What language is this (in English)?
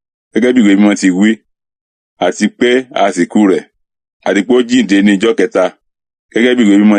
Yoruba